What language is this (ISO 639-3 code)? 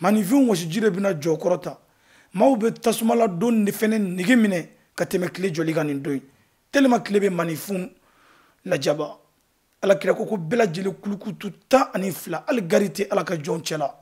bam